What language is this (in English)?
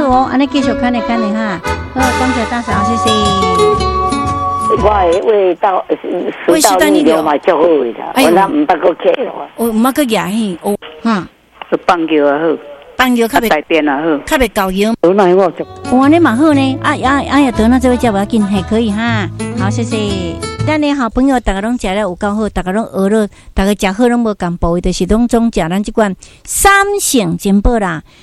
Min Nan Chinese